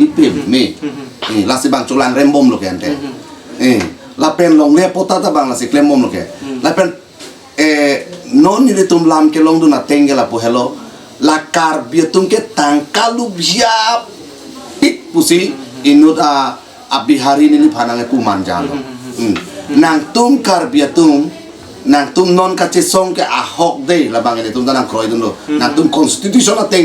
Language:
Karbi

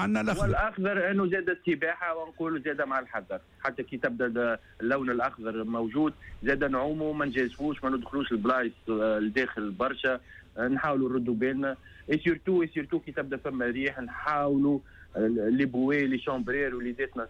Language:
Tunisian Arabic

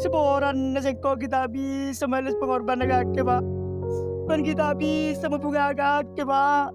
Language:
Madurese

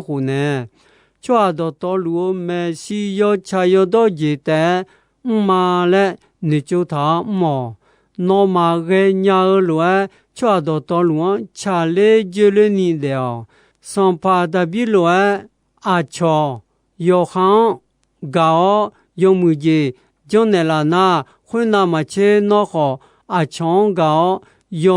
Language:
Akha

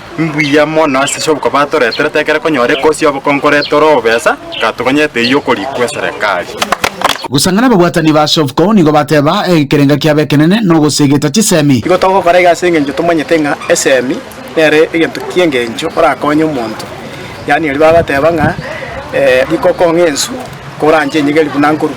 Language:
Gusii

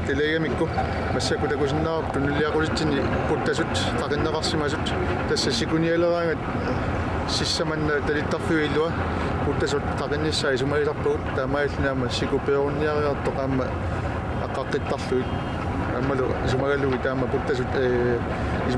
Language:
Kalaallisut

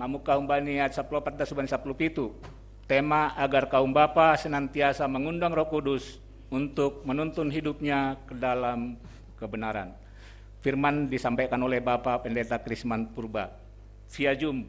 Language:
Batak Simalungun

